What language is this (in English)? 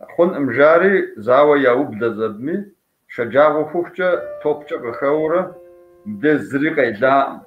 Kabardian